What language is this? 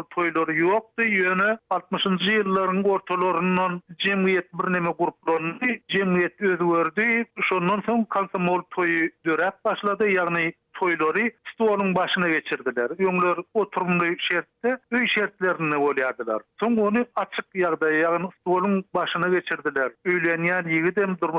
Turkmen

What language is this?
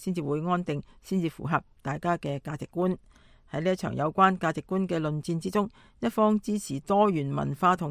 Cantonese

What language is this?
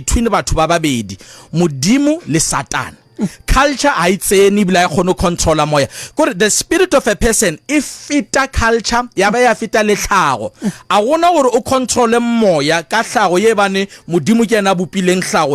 Northern Sotho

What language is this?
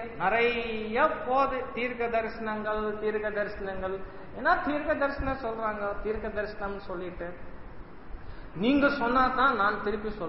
Tamil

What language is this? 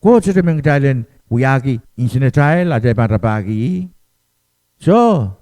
Pohnpeian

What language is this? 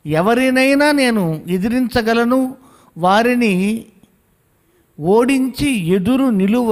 Telugu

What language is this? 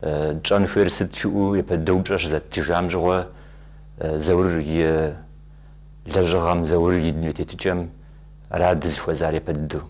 Kabardian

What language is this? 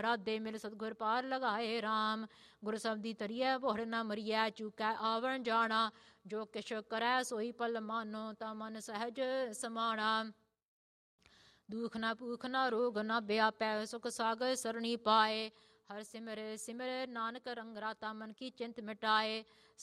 Punjabi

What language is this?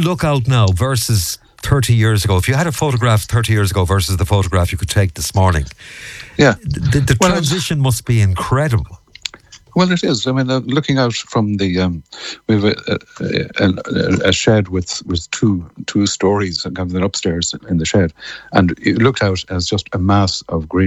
English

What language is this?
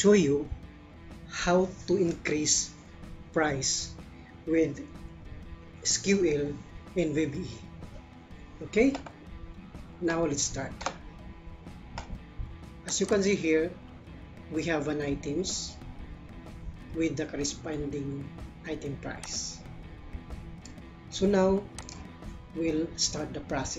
English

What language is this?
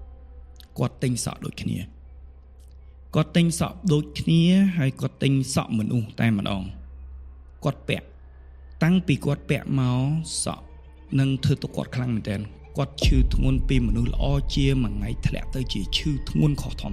Khmer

